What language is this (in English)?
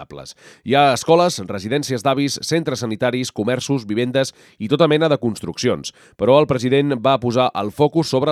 Catalan